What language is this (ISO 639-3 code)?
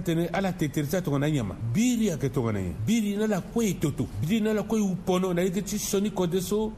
sag